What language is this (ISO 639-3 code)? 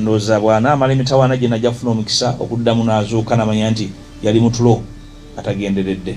lug